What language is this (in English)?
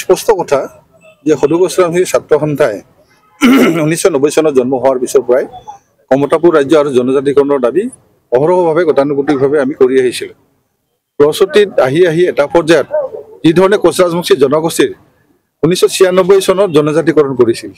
Assamese